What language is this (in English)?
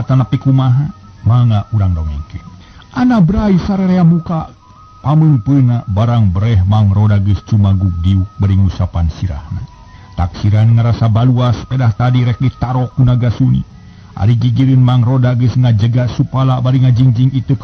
Sundanese